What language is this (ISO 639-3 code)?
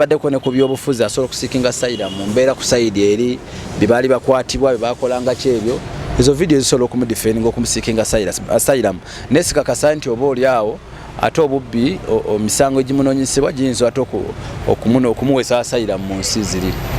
lug